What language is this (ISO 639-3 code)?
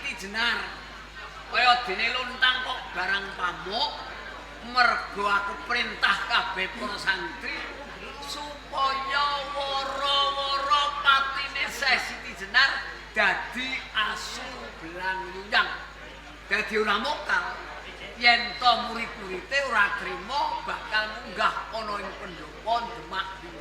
jav